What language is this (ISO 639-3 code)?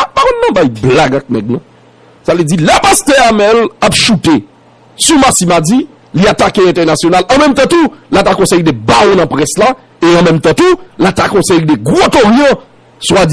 hat